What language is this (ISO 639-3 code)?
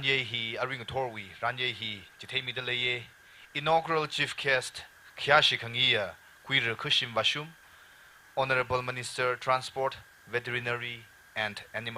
nmf